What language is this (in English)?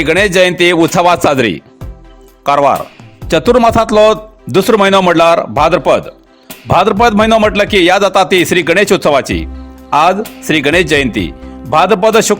Konkani